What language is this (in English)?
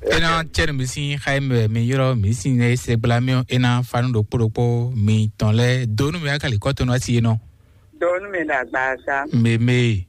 Fon